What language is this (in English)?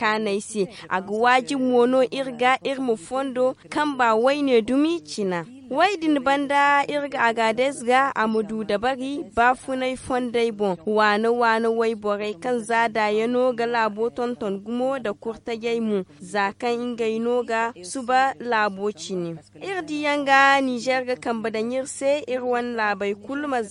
Zarma